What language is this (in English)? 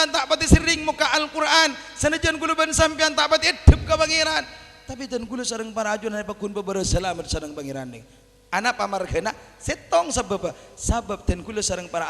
Madurese